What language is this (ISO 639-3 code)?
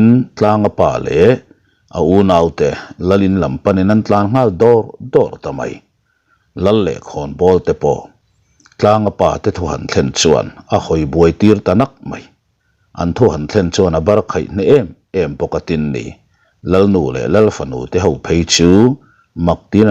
lus